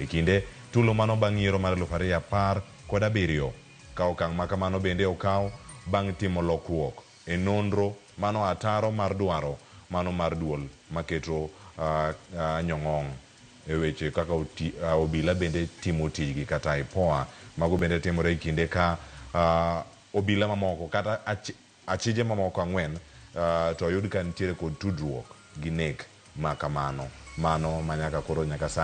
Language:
Luo (Kenya and Tanzania)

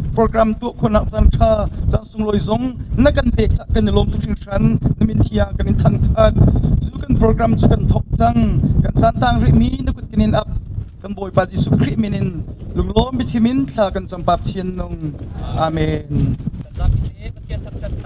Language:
Hakha Chin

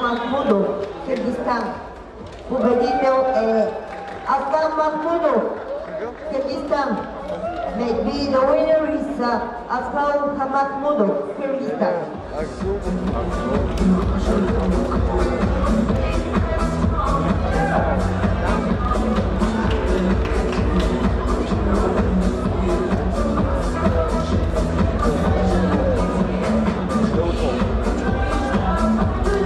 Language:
Bulgarian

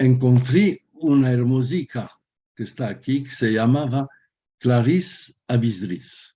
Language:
Ladino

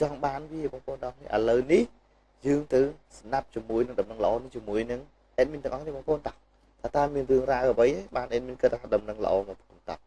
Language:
Khmer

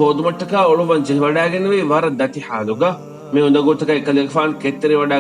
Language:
Divehi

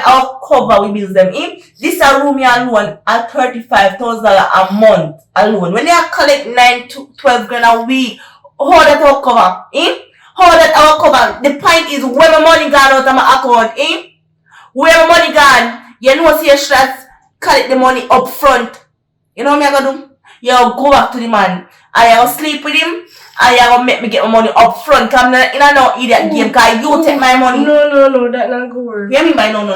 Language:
Jamaican Creole English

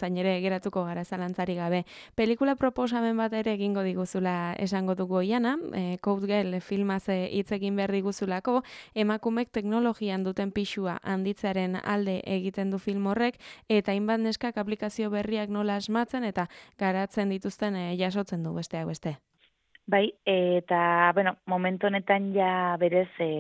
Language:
Basque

